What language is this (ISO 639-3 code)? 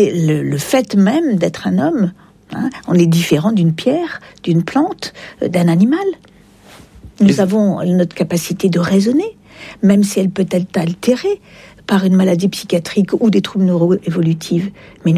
fra